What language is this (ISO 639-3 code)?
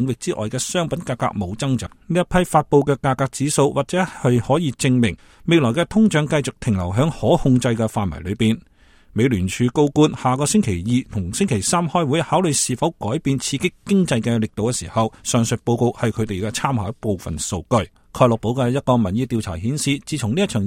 yue